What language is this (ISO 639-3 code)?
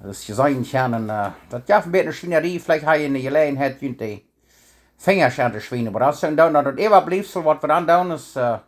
pdt